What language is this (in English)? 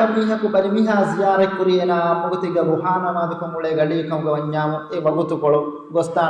Divehi